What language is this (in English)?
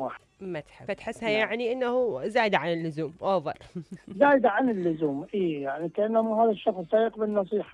Mesopotamian Arabic